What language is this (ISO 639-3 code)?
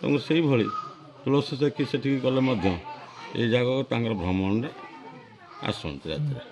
ori